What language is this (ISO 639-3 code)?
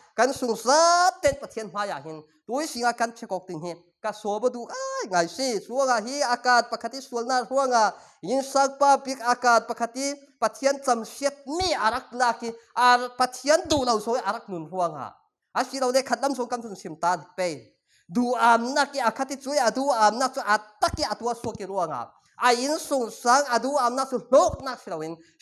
cfm